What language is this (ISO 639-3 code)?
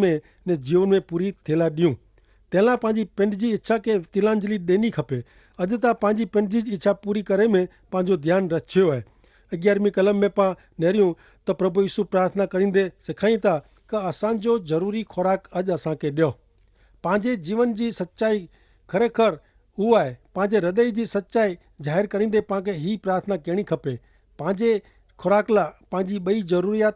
kfr